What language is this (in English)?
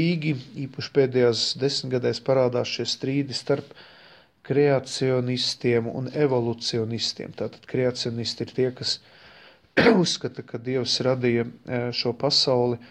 Latvian